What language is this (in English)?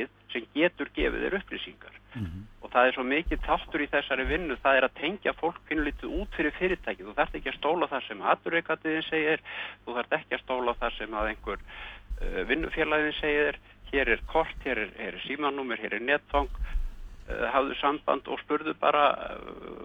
Icelandic